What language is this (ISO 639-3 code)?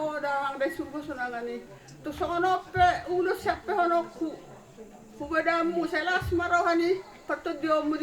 bbc